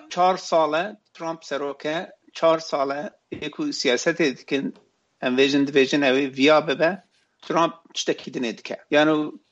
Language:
Kurdish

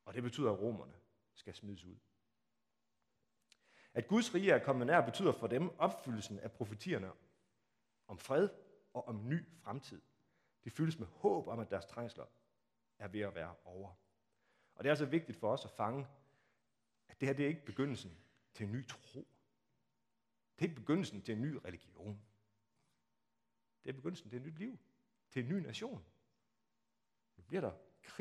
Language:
Danish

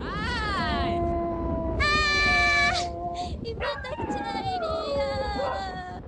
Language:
Quechua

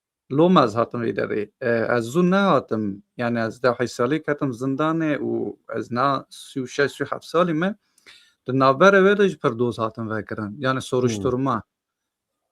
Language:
Kurdish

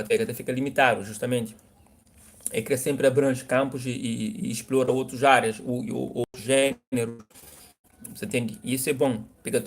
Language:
Kabuverdianu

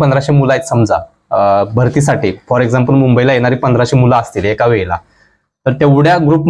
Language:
Marathi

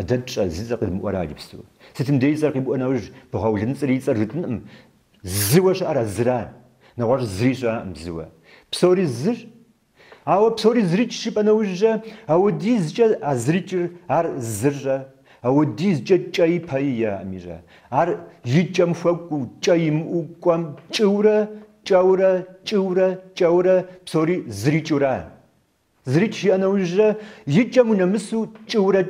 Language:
Kabardian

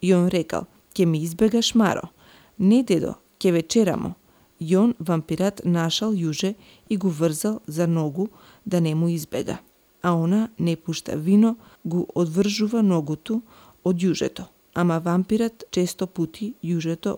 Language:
Macedonian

